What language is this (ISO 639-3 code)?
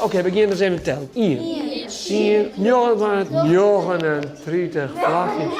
fry